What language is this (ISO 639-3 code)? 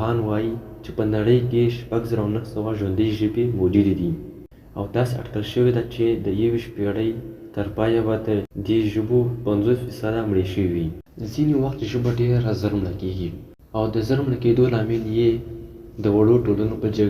pus